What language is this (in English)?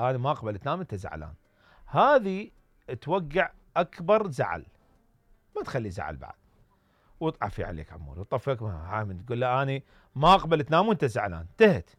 Mesopotamian Arabic